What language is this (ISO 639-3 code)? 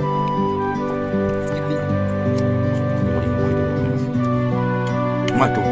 jpn